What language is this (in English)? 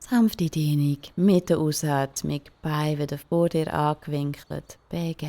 Swiss German